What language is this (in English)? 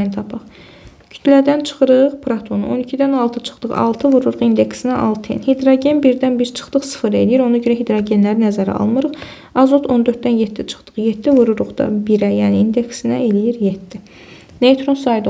Azerbaijani